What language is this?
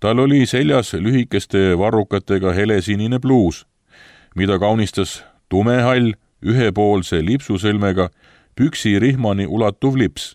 Estonian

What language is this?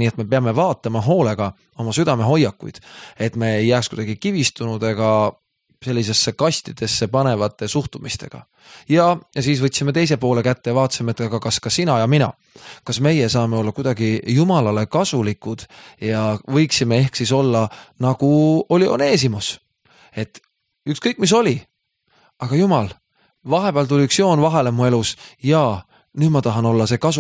Estonian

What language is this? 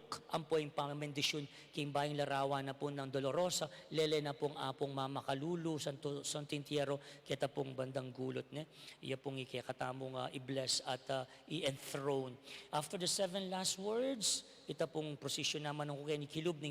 Pampanga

